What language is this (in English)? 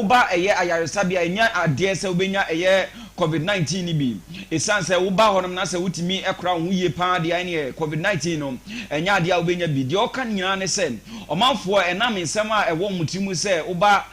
Akan